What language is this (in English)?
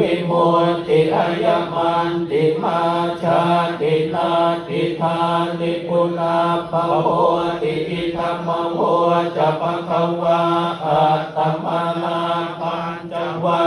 Pali